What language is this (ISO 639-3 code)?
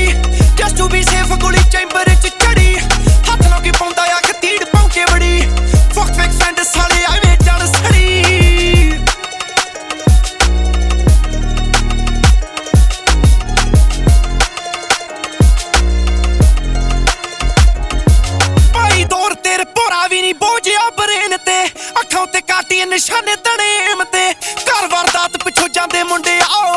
pan